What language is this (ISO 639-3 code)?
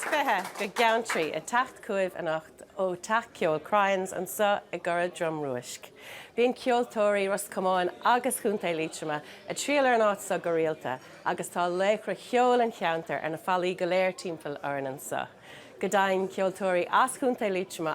gle